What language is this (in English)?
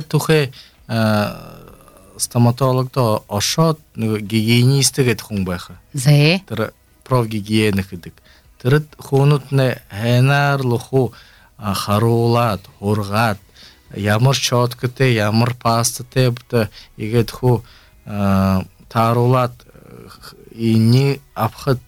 Belarusian